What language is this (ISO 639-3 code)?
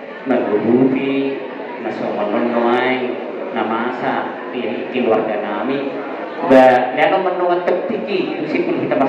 bbc